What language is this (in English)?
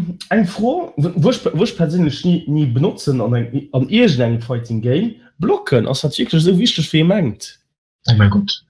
Luxembourgish